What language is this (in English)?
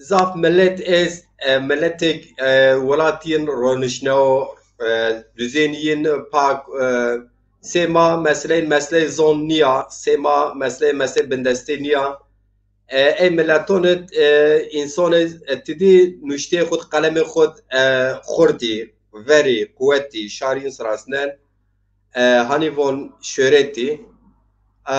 Zaza